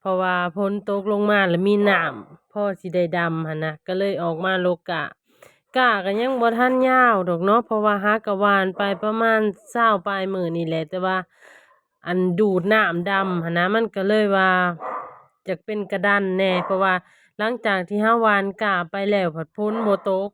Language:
Lao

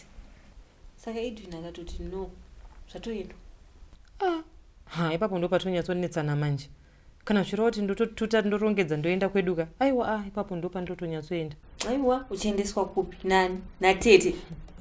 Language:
Shona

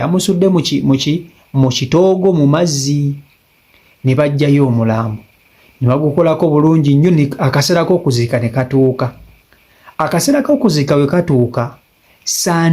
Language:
Ganda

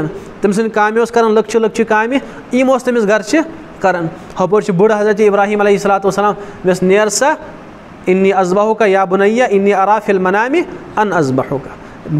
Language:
Kashmiri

